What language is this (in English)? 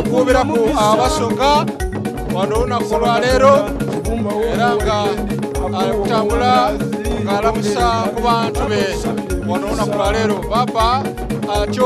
Soga